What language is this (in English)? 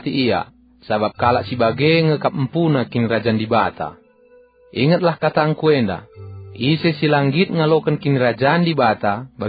Batak Karo